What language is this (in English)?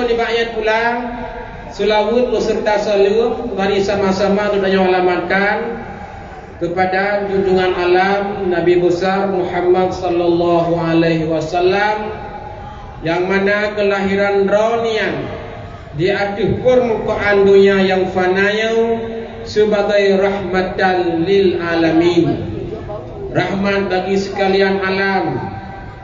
Achinese